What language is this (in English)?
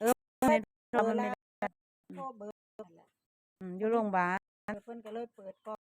Northeastern Thai